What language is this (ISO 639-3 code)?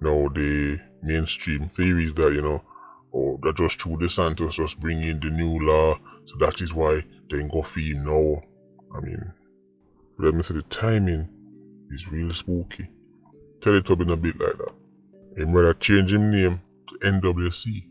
jam